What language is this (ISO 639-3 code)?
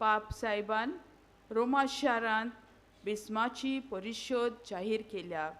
kok